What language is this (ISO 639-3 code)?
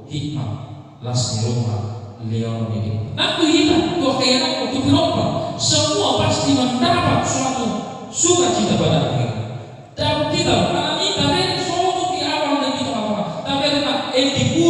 bbc